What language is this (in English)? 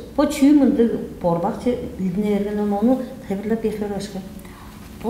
Tuvinian